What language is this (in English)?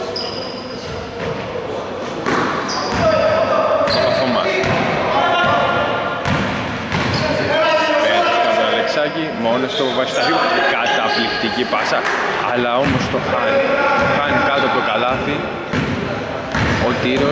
Greek